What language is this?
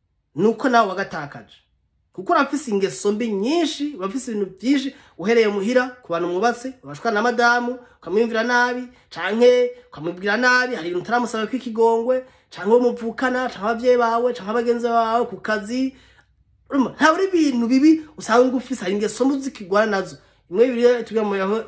Rundi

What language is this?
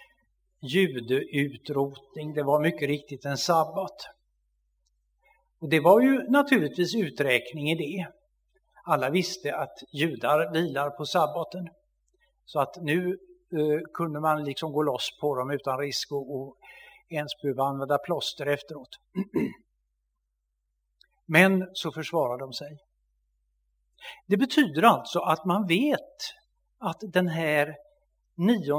Swedish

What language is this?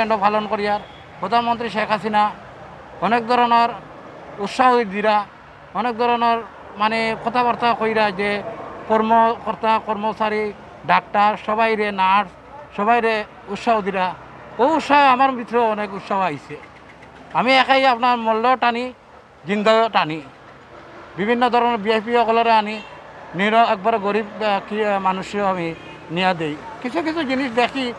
Sylheti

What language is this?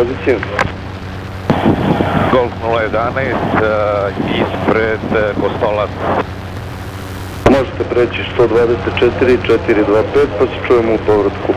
Serbian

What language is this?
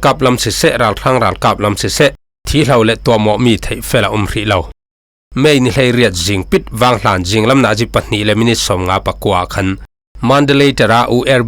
Falam Chin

